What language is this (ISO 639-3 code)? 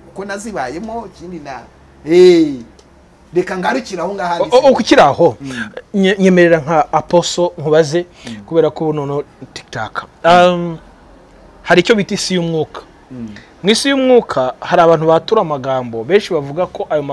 kin